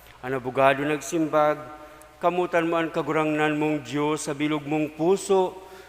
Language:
Bikol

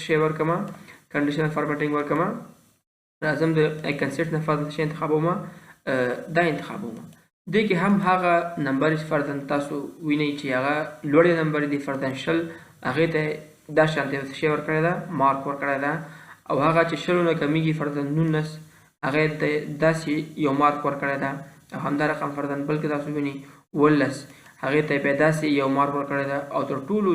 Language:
Pashto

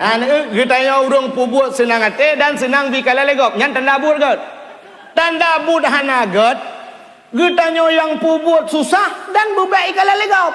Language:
Achinese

